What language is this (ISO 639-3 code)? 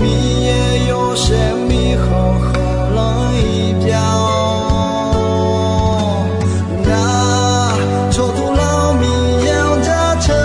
ahk